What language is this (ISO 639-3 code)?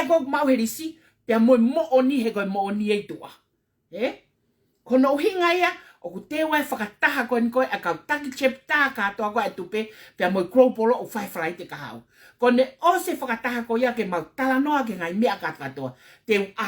ton